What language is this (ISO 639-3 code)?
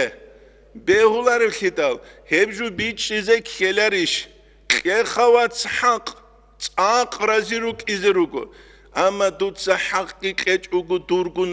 ava